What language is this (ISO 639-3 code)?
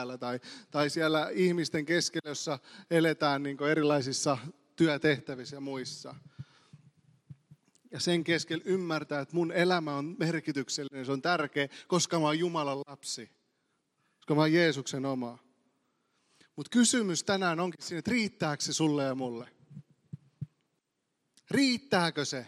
fin